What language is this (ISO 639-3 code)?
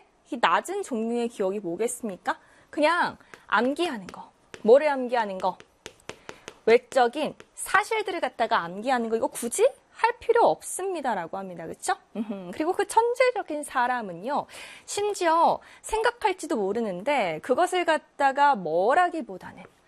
kor